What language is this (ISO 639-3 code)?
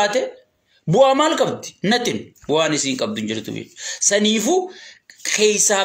orm